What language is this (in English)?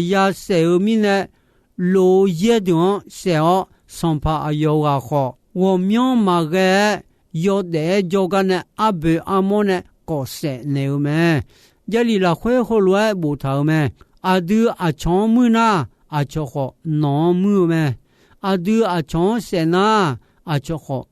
Akha